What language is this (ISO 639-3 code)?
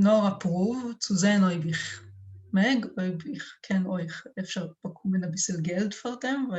yid